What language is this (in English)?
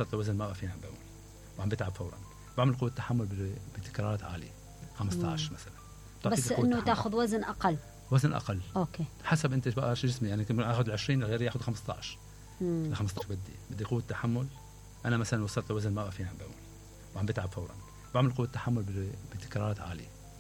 Mesopotamian Arabic